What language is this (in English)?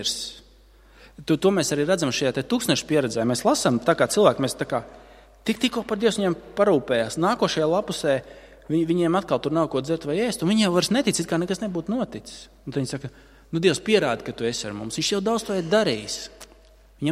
Latvian